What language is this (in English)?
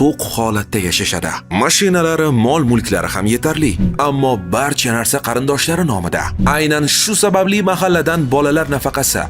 Uzbek